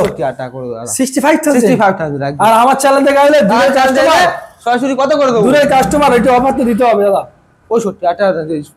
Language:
Bangla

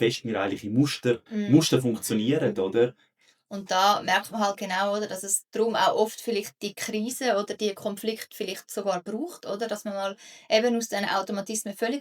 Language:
Swiss German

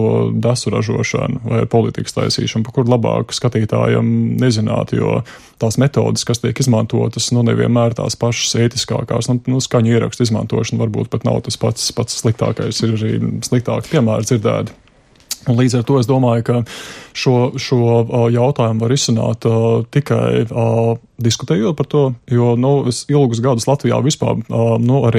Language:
Latvian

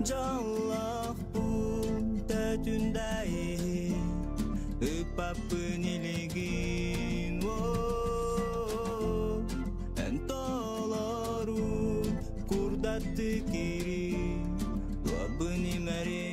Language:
Yakut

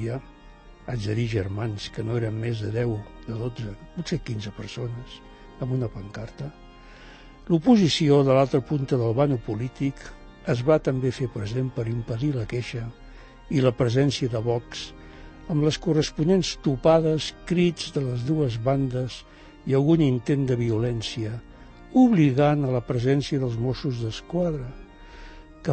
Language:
Catalan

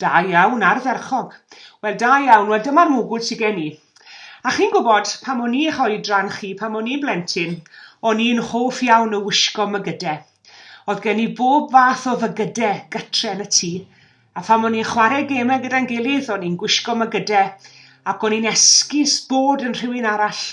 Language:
Welsh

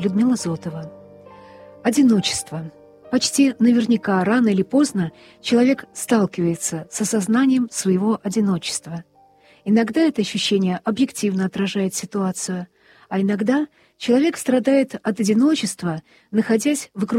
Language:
Russian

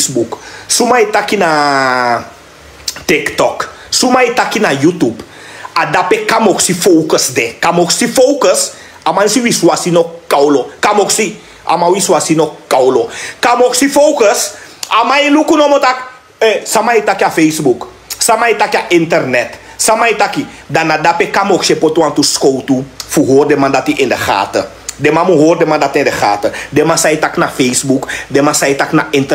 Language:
Sranan Tongo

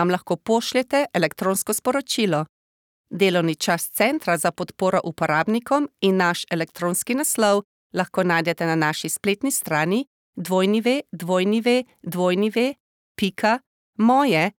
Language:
Slovenian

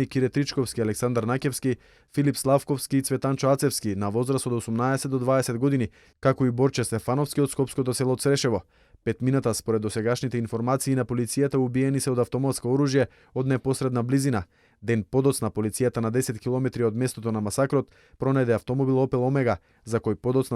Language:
Macedonian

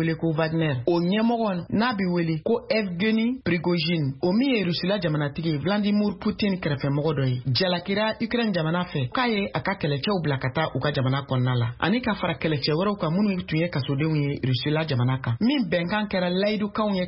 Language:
Bambara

